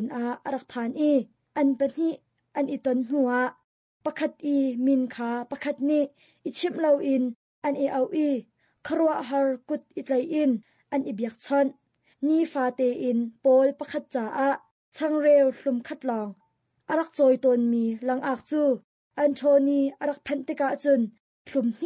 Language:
Hakha Chin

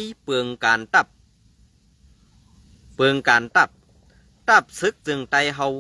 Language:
Shan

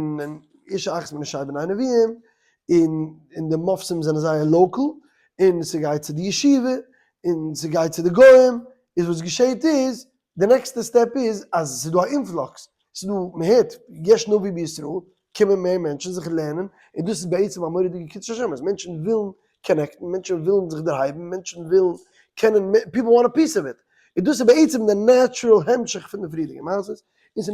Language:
Yiddish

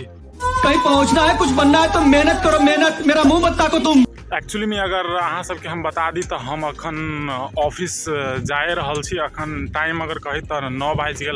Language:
Maithili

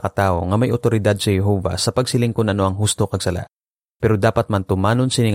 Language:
Hiligaynon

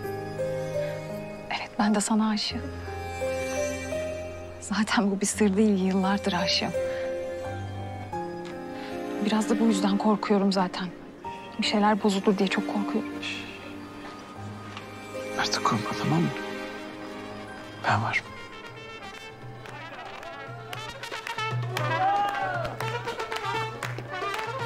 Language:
Turkish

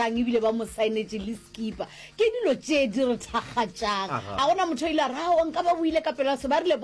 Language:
Northern Sotho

